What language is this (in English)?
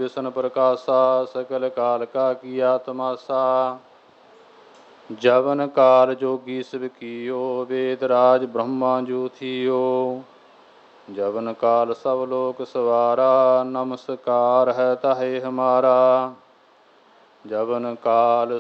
Punjabi